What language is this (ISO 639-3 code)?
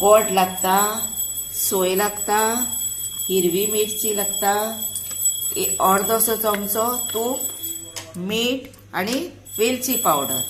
kok